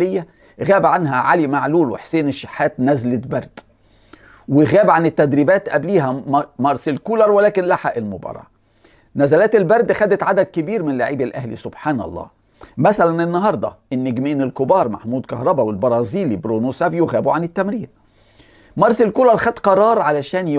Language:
Egyptian Arabic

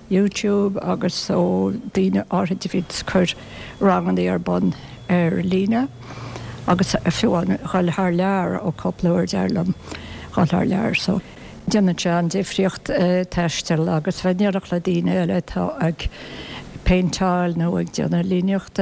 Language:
Irish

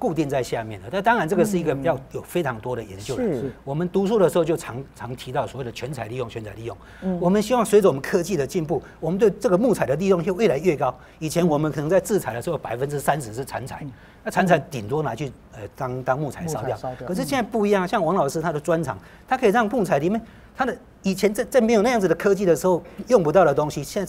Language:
Chinese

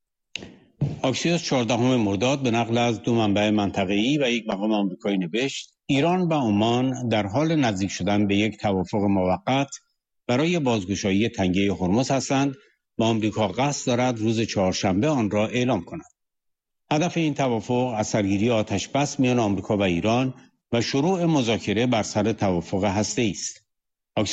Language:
Persian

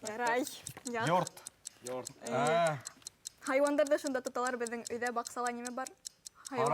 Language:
Bashkir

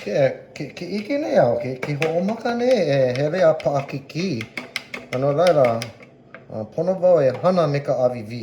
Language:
Hawaiian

